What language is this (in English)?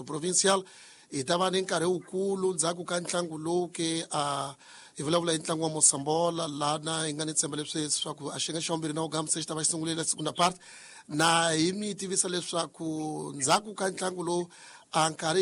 Tsonga